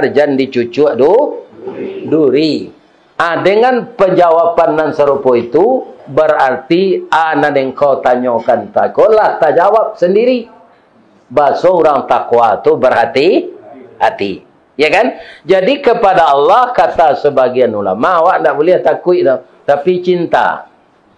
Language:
Minangkabau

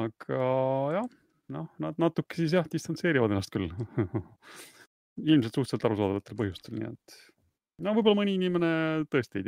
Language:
Estonian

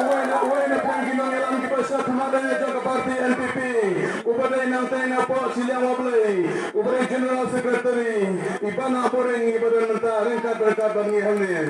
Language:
Khasi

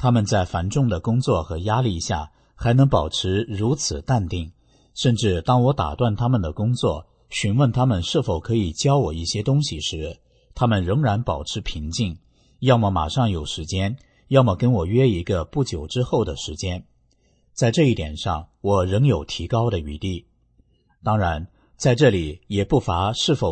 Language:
Chinese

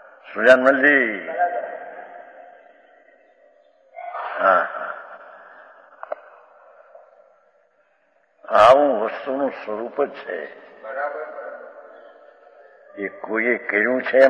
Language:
Gujarati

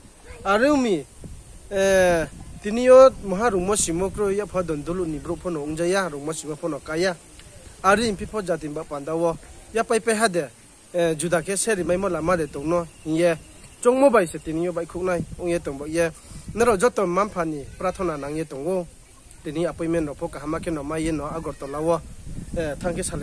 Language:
Riang (India)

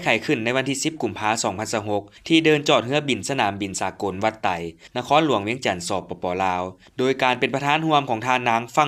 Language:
Lao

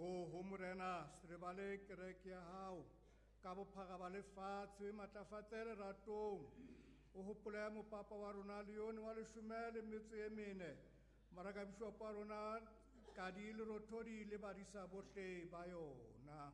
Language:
Southern Sotho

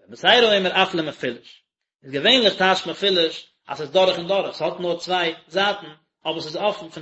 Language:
Yiddish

